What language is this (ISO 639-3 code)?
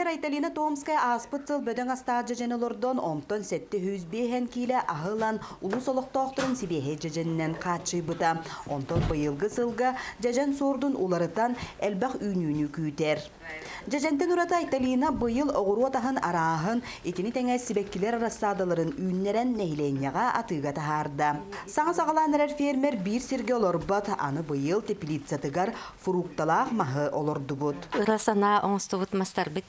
sah